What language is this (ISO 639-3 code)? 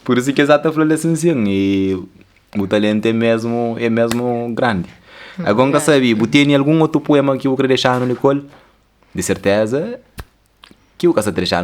kea